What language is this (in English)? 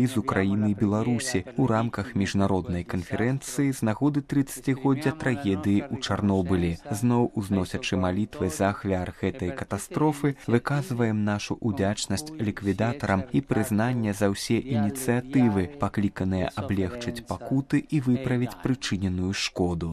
Belarusian